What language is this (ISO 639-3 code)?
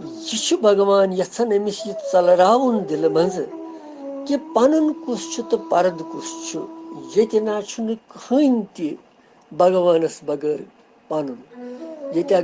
kas